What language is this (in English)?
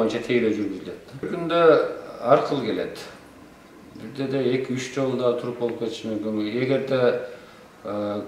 Kyrgyz